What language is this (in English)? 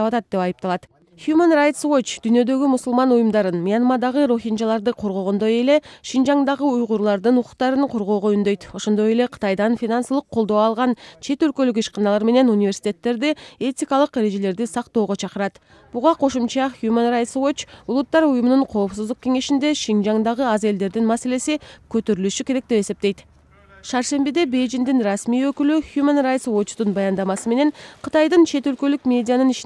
Kyrgyz